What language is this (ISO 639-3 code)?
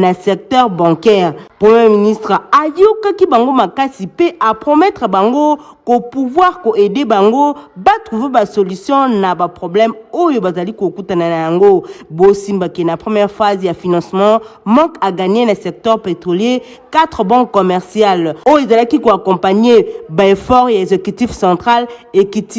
lin